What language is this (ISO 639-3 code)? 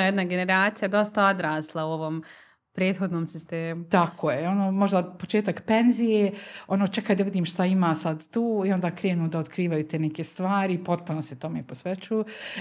bos